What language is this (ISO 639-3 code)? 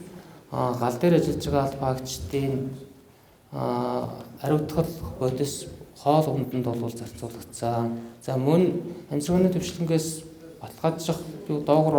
mon